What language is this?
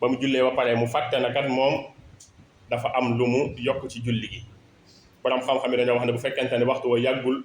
Wolof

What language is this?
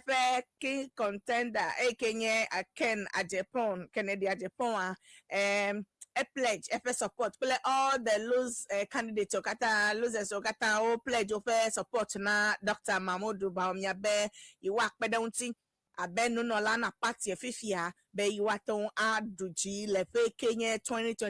Ewe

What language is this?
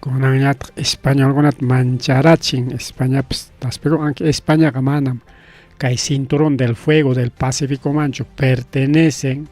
Ayacucho Quechua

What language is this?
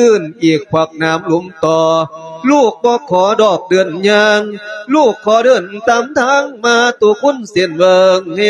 Lao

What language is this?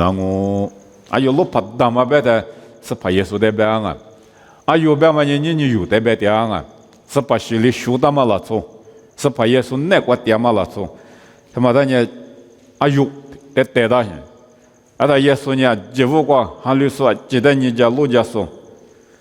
Lisu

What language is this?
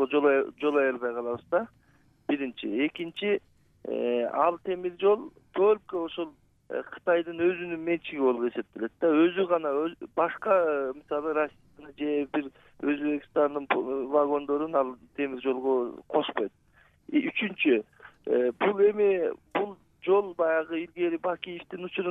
Kyrgyz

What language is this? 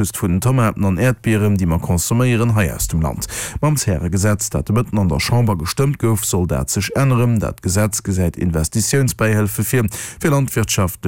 Luxembourgish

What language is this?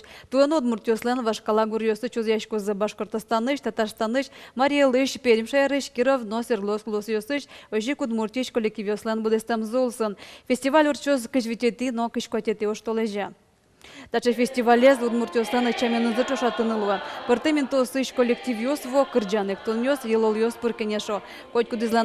Udmurt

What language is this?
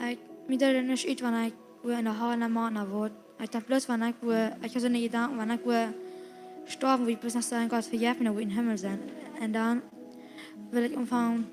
Plautdietsch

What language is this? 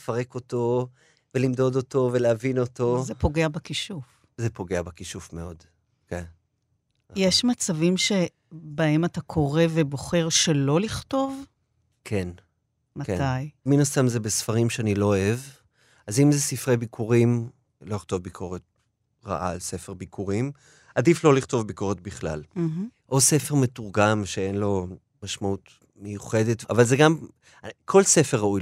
Hebrew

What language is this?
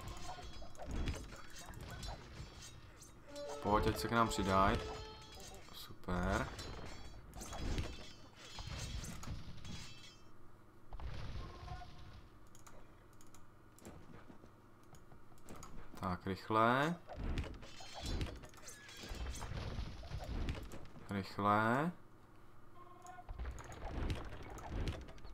Czech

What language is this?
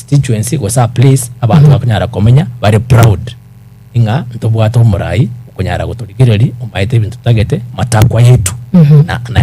Gusii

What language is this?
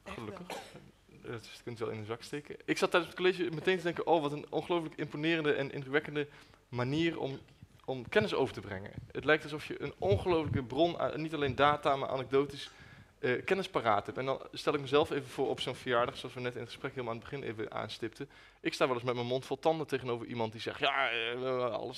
Dutch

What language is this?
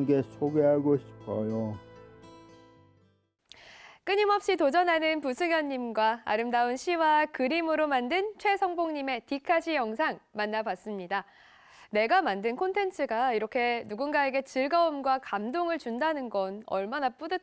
Korean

